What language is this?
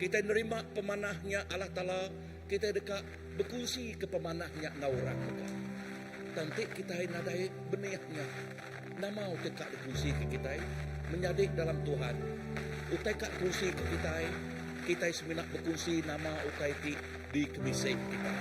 Iban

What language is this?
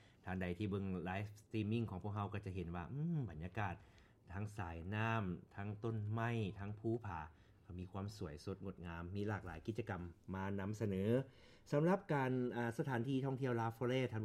Lao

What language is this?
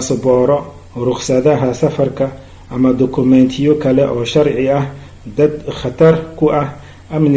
Somali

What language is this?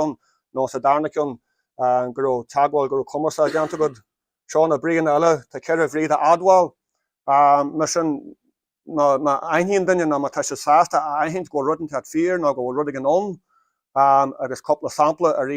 Irish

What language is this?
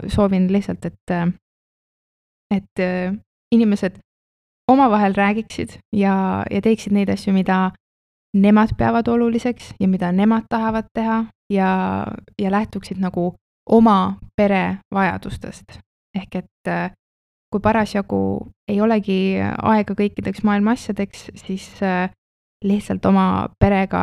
Estonian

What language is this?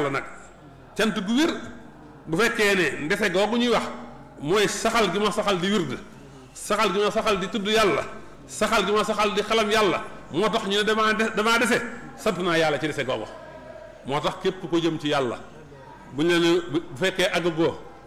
Wolof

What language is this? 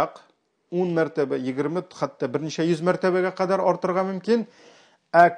Tatar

